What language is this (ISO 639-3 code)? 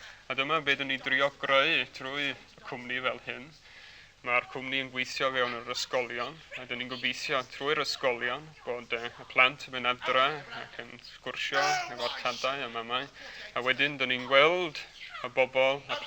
cym